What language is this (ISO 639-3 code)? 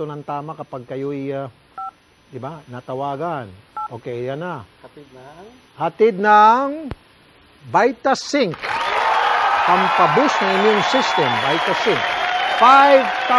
fil